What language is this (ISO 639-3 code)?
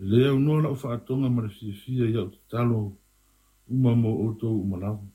smo